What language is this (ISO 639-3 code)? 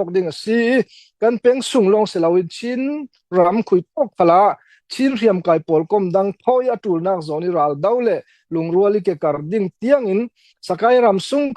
cfm